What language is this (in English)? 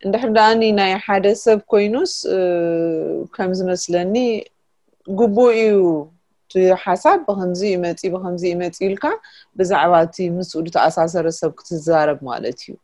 Tigrinya